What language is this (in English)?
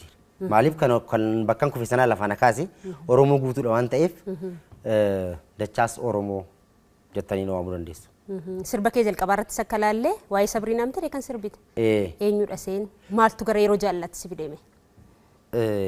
Oromo